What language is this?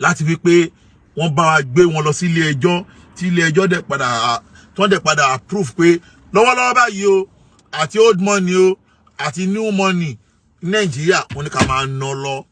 Yoruba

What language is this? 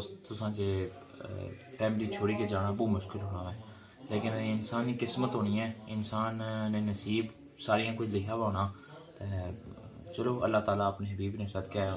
Pahari-Potwari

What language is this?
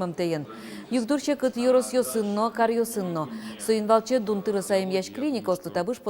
Udmurt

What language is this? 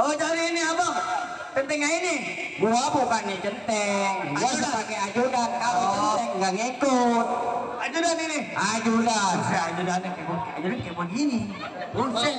Betawi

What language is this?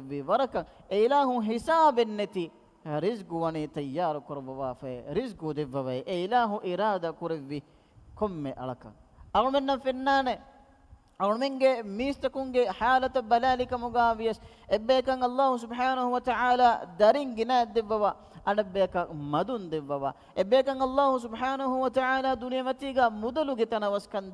Divehi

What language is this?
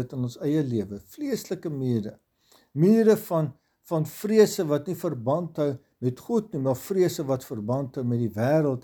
Afrikaans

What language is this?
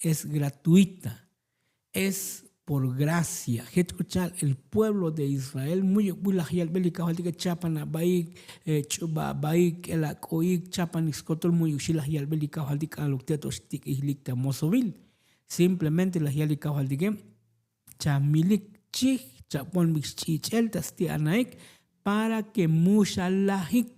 Tzotzil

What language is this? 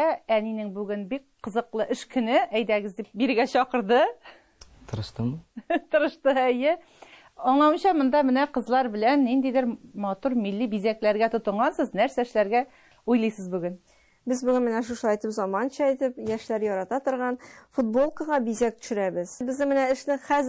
Tatar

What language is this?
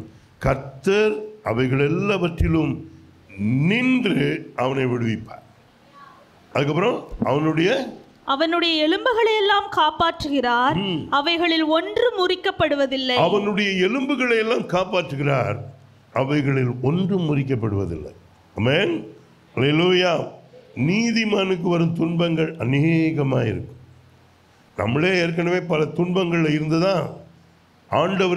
Tamil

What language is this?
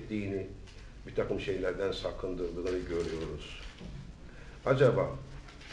Turkish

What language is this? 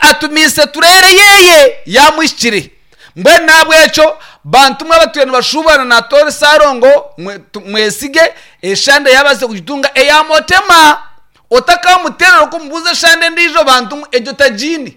Nyankole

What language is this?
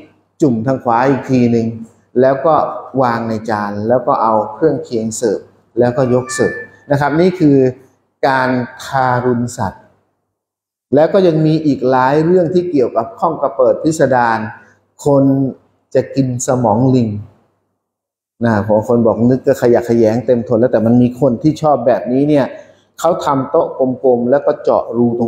Thai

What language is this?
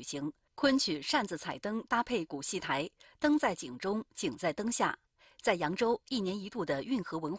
Chinese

